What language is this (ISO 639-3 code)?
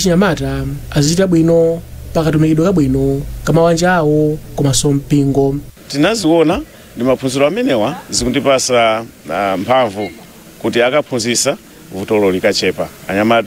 nya